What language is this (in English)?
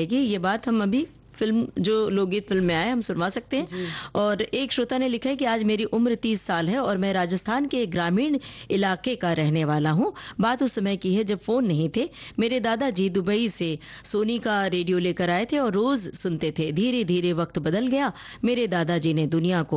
Hindi